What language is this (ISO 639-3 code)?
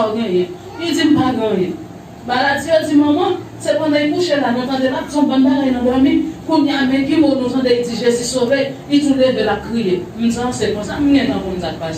hat